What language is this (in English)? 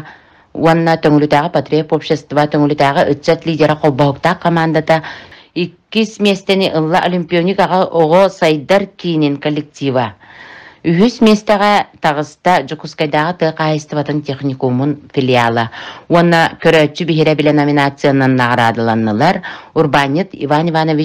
Yakut